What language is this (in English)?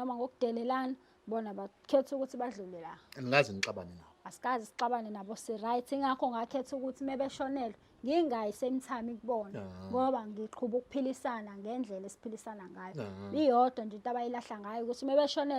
Zulu